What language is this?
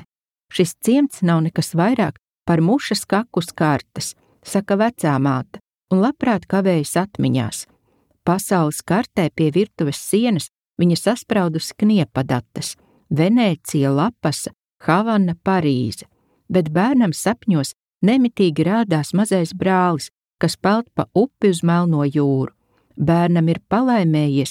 Latvian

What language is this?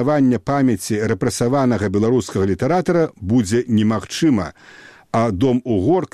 Belarusian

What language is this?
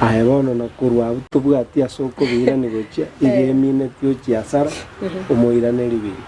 Gusii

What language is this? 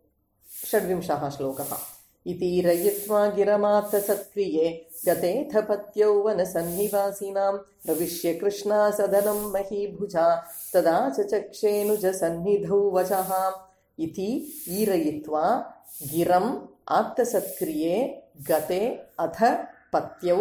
Sanskrit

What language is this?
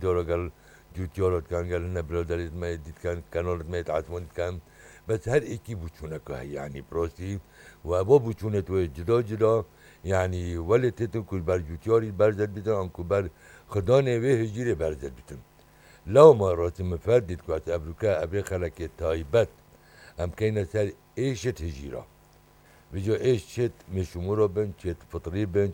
Kurdish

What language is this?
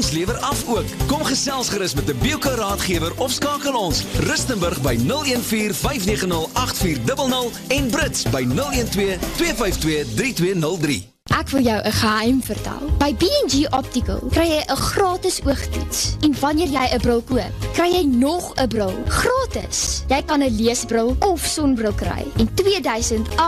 Afrikaans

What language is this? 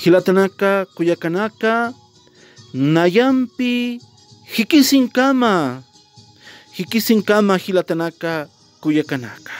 Aymara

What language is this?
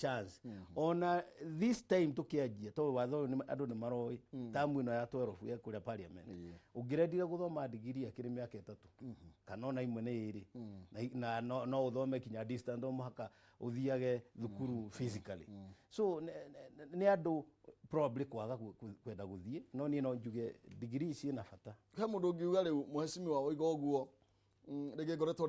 Kikuyu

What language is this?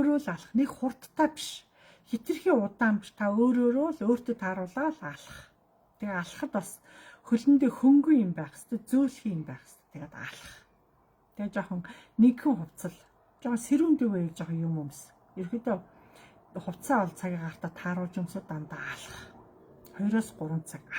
Mongolian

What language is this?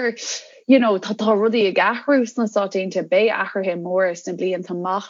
Irish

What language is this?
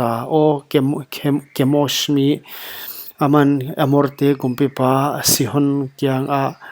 Paite Chin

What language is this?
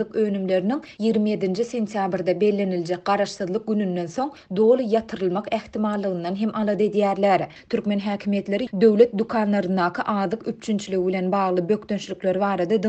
Turkmen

